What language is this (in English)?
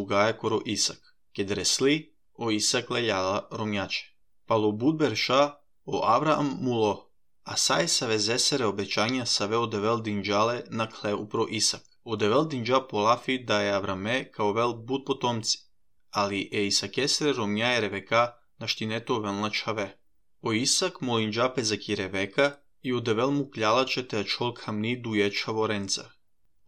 Serbian